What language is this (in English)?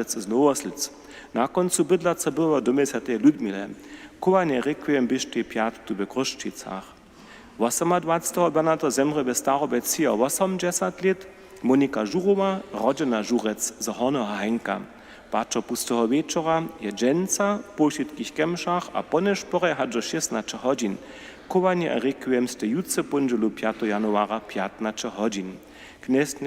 Upper Sorbian